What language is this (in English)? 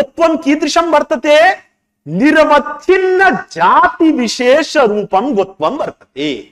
Sanskrit